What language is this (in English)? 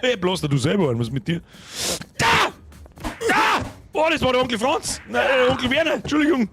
Bavarian